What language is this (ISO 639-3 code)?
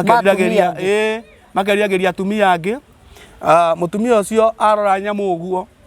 kik